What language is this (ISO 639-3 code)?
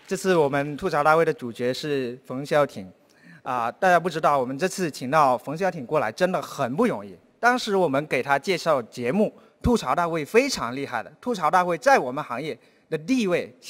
zho